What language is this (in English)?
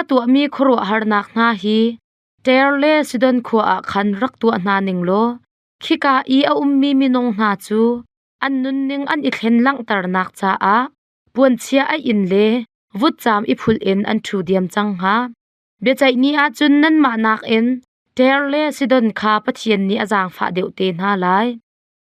Hakha Chin